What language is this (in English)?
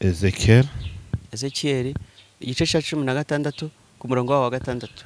Kinyarwanda